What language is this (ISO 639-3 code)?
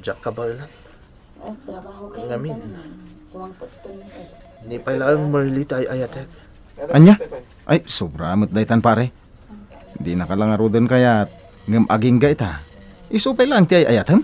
ilo